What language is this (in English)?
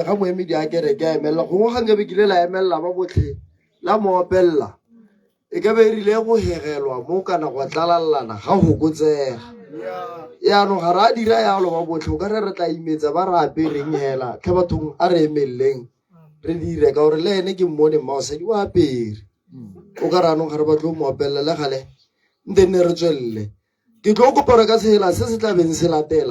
Tswana